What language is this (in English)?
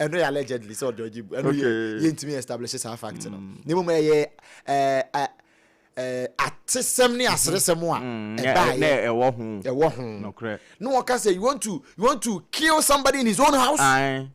Akan